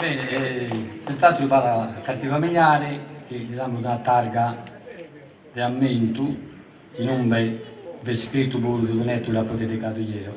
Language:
Sardinian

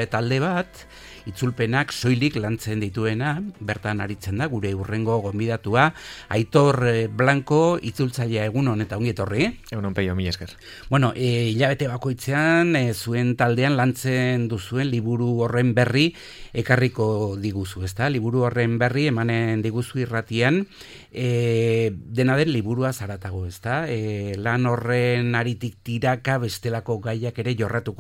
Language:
Basque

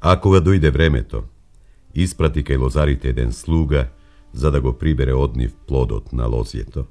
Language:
Macedonian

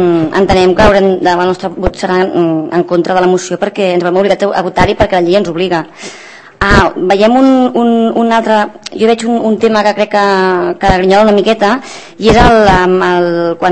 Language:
Catalan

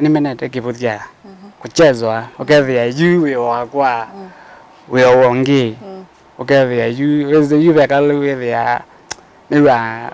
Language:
Kamba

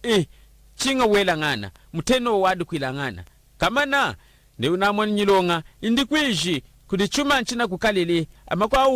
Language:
Lunda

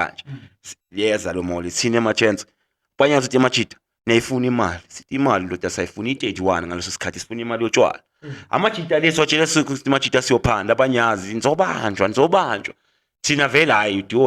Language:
Zulu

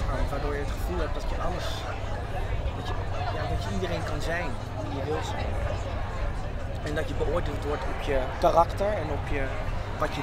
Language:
Dutch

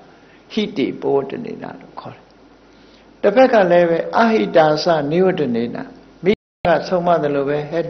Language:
Burmese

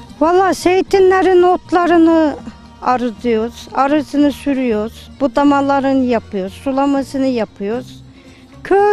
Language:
Turkish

